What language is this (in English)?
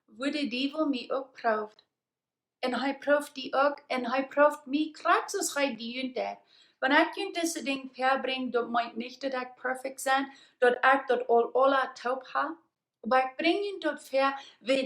Plautdietsch